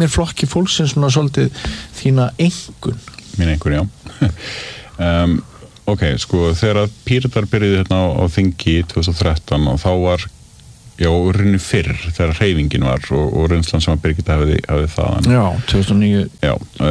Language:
Icelandic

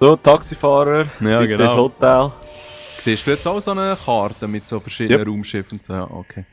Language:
Swiss German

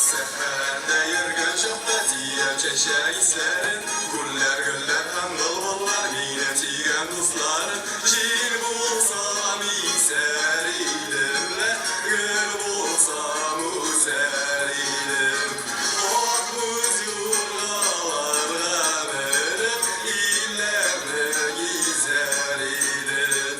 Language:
Tatar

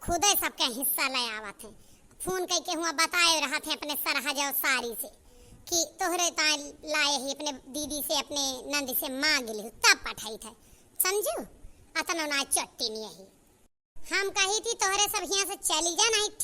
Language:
Awadhi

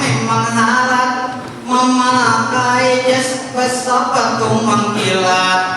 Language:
Banjar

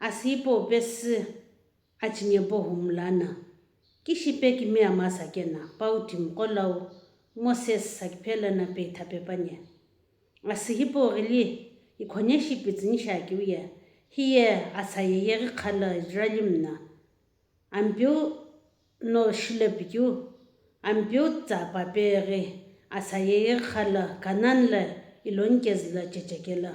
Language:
Sumi Naga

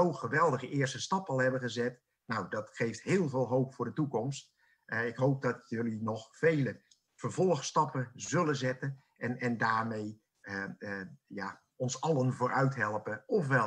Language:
Dutch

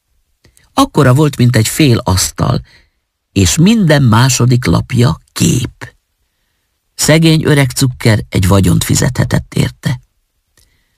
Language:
Hungarian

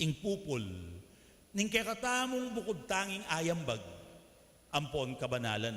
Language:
Pampanga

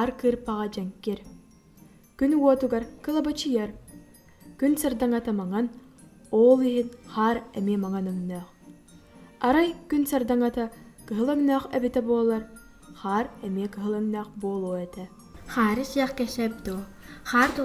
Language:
Yakut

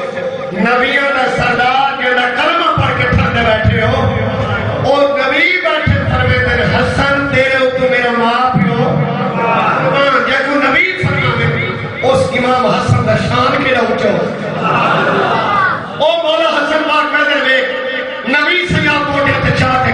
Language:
Saraiki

